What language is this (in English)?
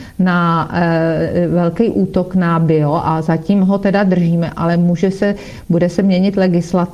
Czech